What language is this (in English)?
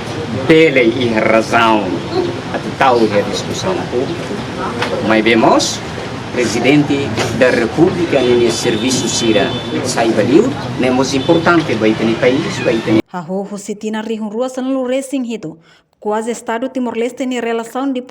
Tetum